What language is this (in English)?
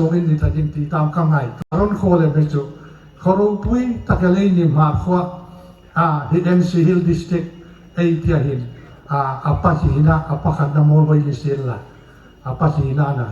Hmar